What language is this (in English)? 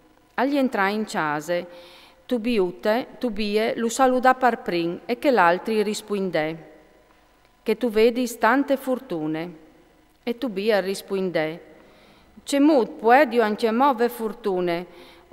Friulian